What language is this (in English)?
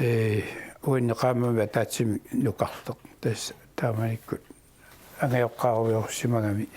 Kalaallisut